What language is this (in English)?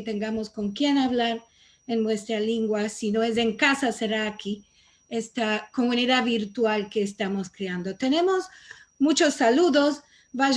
Ladino